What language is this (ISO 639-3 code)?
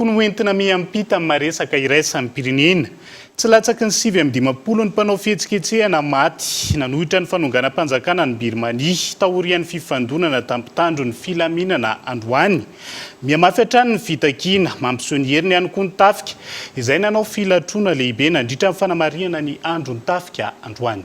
mlg